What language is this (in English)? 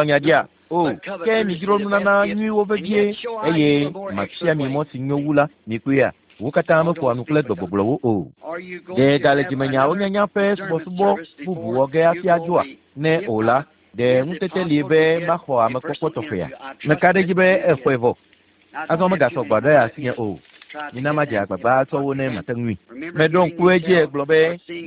Ewe